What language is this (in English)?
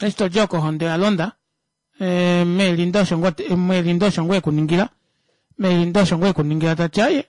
Kuanyama